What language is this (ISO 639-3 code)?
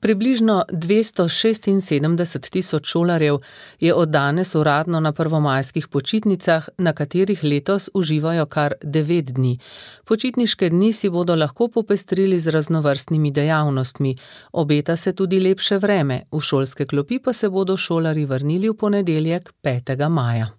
slv